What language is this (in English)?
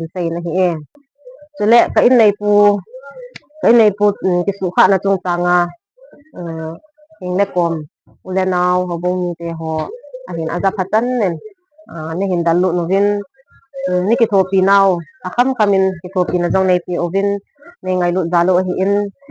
Thado Chin